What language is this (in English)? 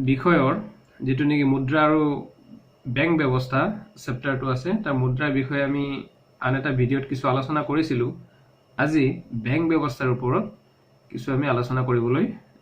Assamese